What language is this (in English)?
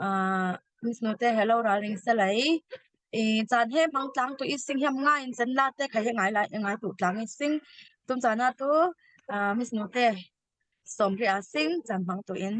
Falam Chin